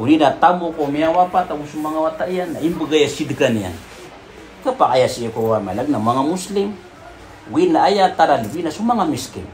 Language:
Maranao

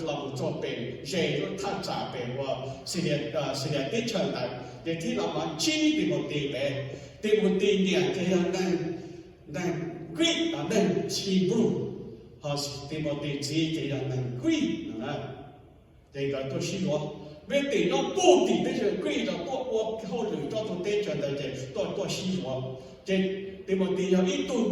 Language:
Hmong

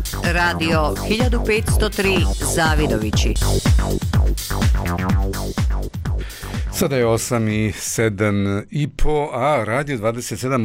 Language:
Bosnian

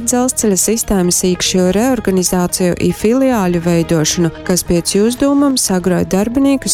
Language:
Latgalian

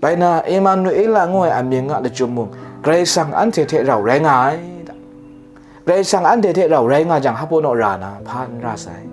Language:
Kachin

